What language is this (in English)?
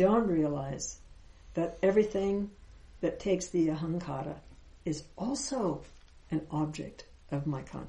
English